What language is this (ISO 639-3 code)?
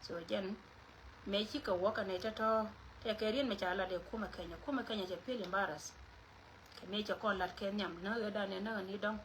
nus